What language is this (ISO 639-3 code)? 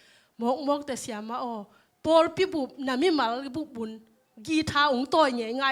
ctd